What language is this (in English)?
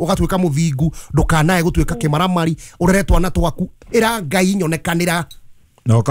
Kikuyu